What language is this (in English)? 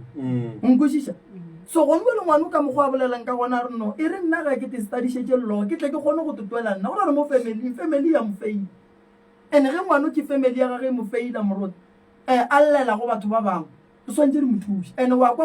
Northern Sotho